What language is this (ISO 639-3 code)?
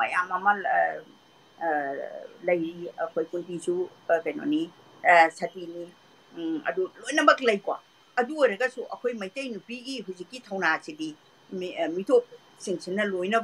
mni